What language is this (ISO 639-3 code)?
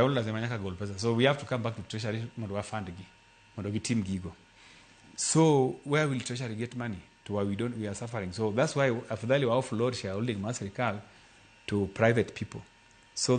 luo